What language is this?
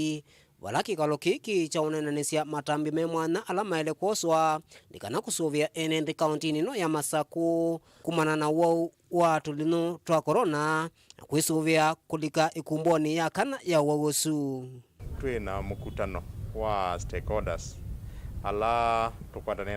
Kamba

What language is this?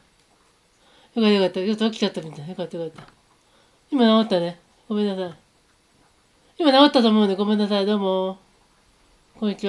Japanese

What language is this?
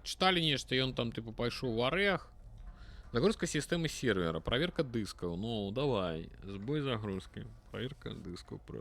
Belarusian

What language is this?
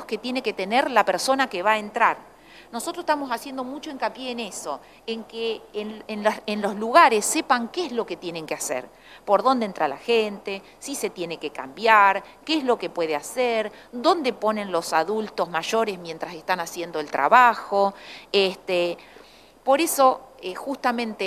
Spanish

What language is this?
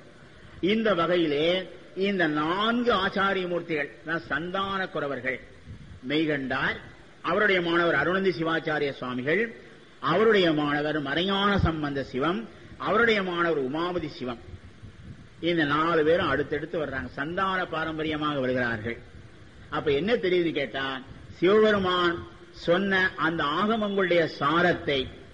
Tamil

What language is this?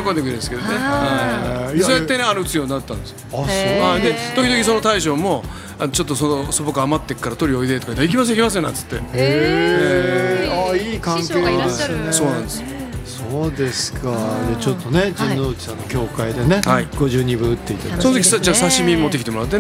Japanese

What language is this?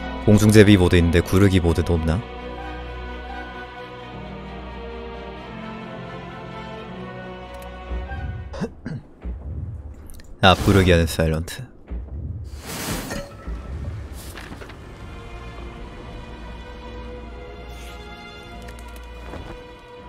Korean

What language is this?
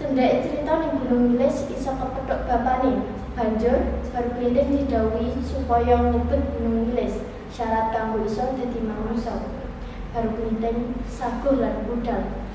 Javanese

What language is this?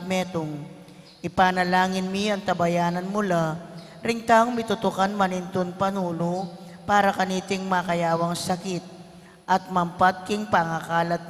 Pampanga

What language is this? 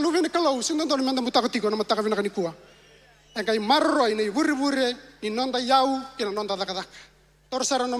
Fijian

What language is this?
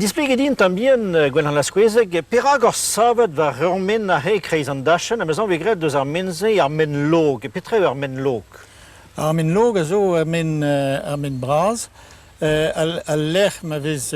Breton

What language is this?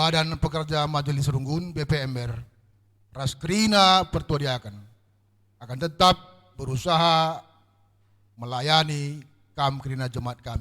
Batak Karo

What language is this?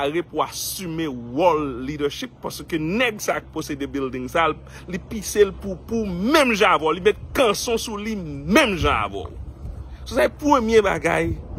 Haitian Creole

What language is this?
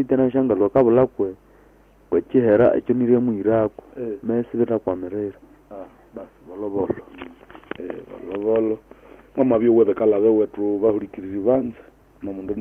Nande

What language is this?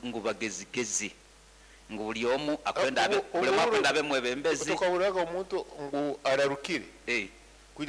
Nyoro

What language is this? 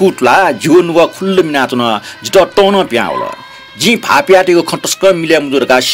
Newari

